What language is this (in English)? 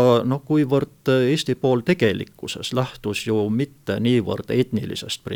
Estonian